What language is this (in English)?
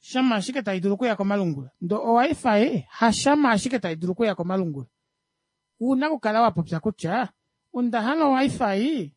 Kuanyama